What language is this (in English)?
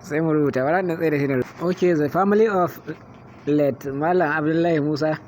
Hausa